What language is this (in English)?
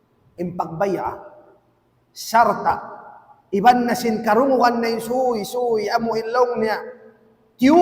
Tausug